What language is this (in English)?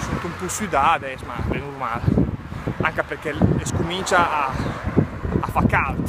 Lombard